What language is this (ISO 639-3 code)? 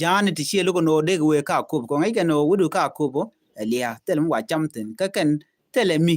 nus